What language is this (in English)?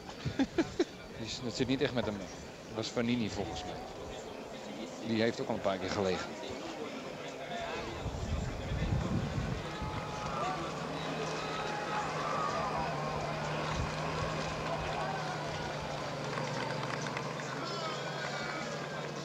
Dutch